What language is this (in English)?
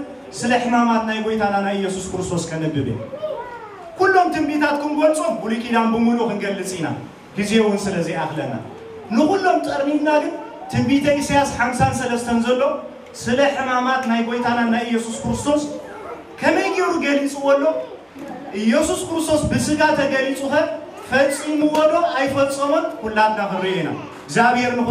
Tigrinya